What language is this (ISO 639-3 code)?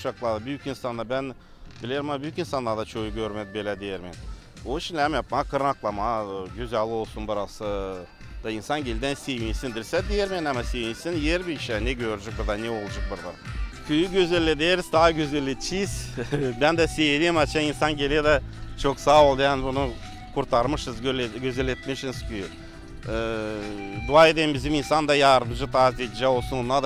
gag